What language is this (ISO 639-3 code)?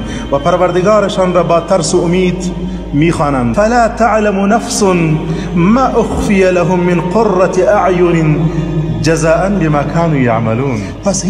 fas